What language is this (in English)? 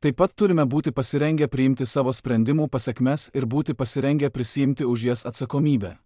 Lithuanian